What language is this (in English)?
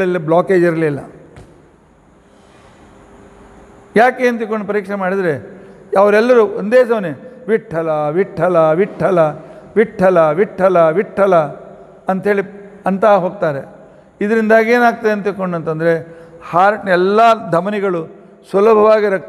Kannada